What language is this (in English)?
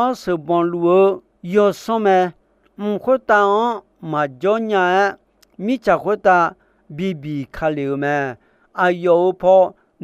Akha